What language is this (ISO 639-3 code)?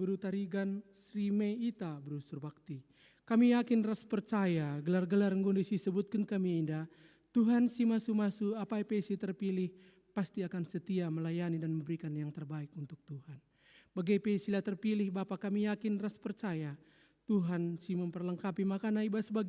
btx